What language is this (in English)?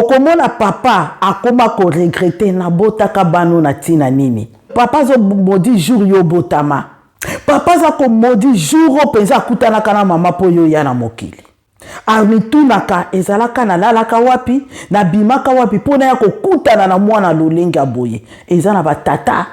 Lingala